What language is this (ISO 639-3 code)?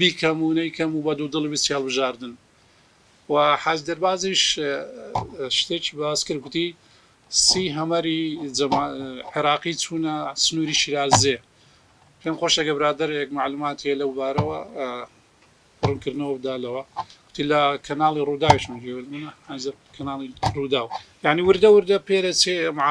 ckb